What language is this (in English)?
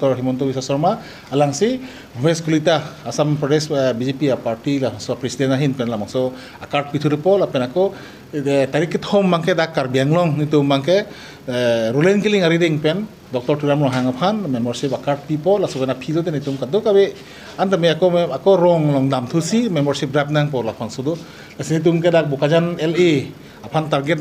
Karbi